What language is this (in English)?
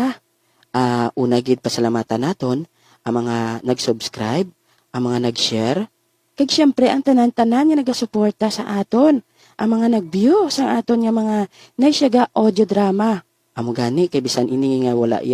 Hiligaynon